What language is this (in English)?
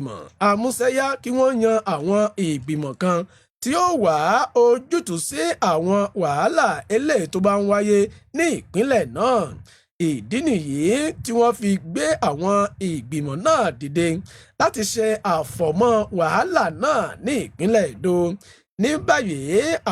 Yoruba